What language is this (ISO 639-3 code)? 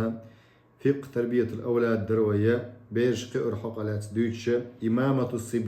che